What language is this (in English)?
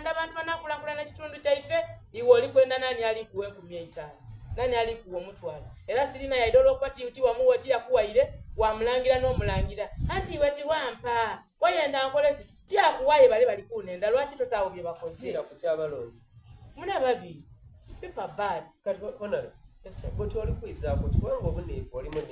Soga